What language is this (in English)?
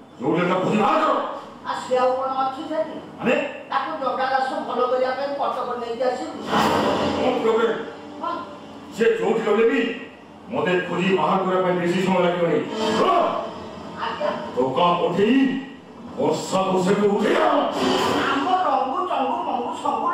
Odia